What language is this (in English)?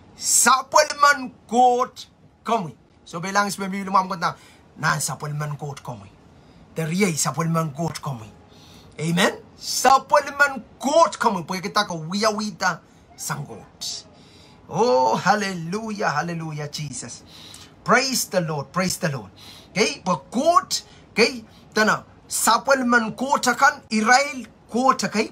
Pohnpeian